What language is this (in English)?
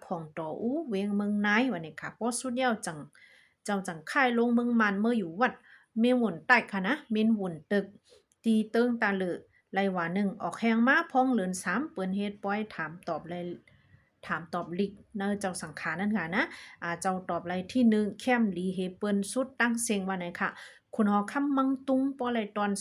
Shan